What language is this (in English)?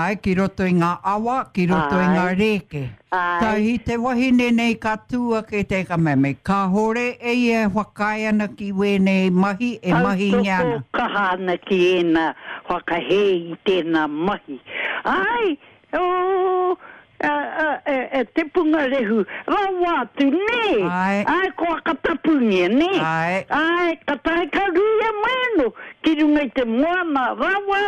Māori